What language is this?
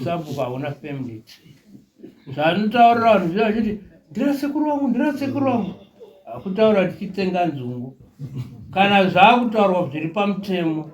Shona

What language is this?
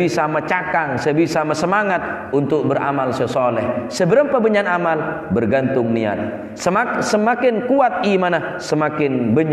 Madurese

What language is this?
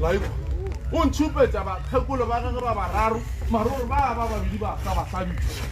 Northern Sotho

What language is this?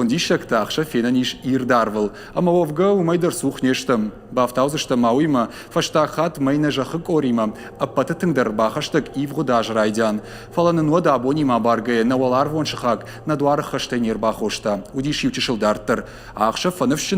Ossetic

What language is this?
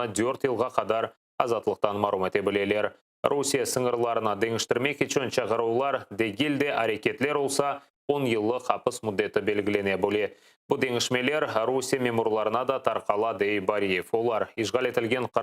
Crimean Tatar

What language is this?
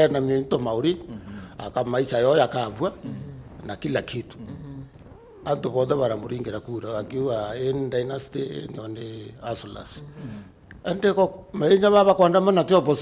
Meru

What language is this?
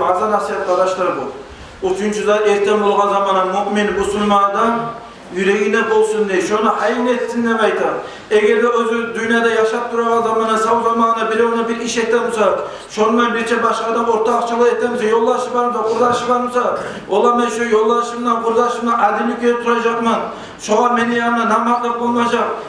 Kumyk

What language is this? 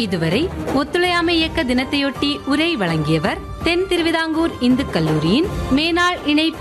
Tamil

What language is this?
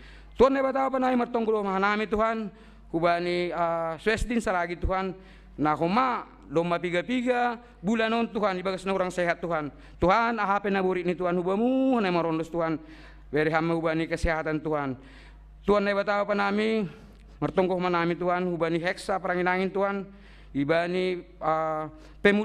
Batak Simalungun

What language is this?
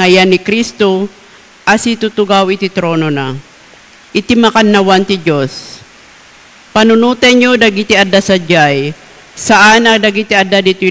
Iloko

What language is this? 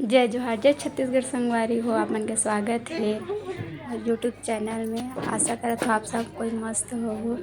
Chhattisgarhi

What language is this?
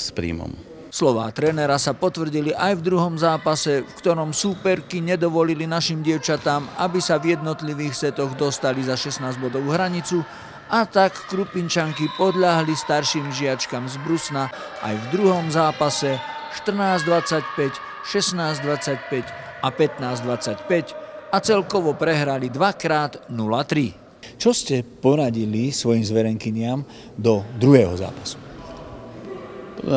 Slovak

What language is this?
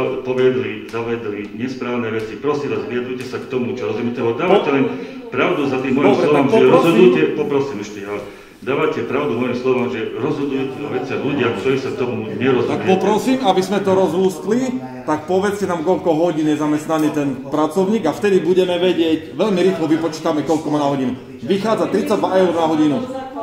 Slovak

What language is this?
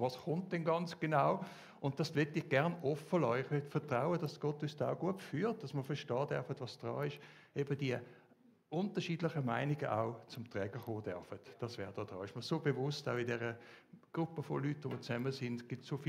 Swiss German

